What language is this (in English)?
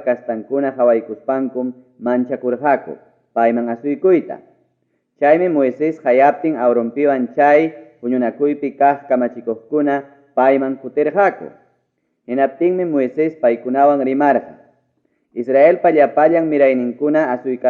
Ayacucho Quechua